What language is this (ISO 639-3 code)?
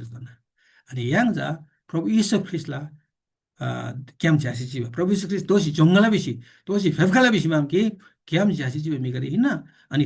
taj